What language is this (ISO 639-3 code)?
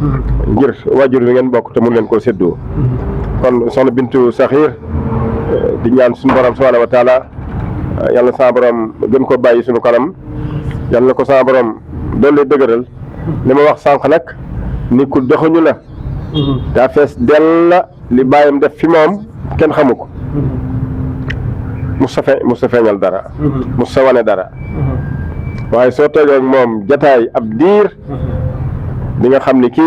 wol